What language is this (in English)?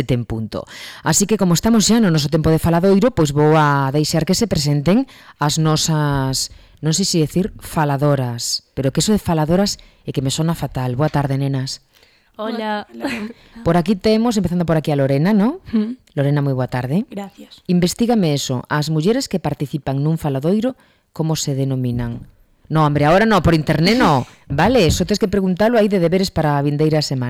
Galician